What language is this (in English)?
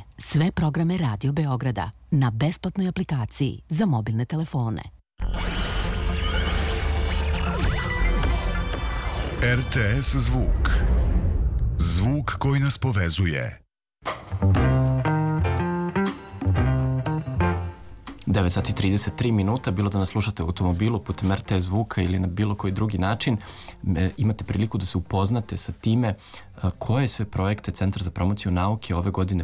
Serbian